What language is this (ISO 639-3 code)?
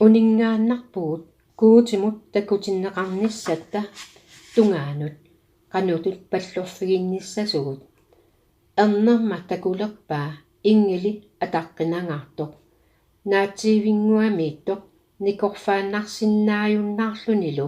kal